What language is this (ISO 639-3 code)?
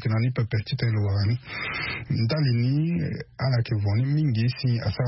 sag